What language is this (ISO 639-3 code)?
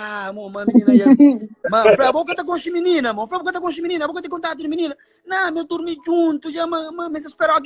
kea